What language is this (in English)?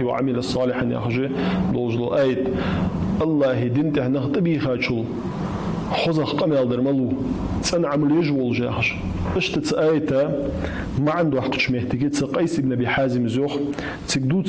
Ingush